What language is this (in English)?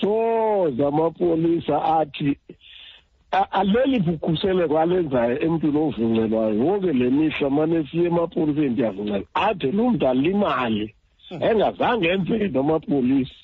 Xhosa